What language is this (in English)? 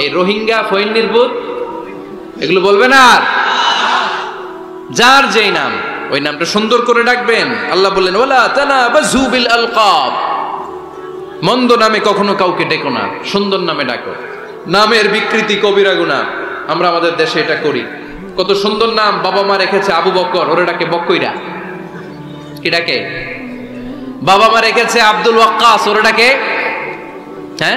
Bangla